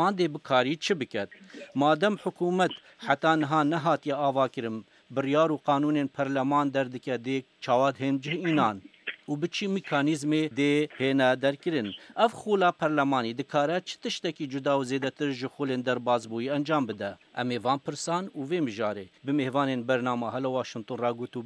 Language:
Kurdish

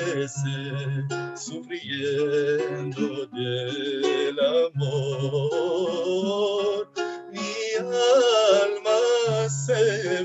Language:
Ladino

